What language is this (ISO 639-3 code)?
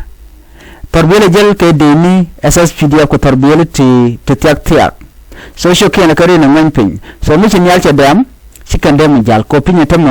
nus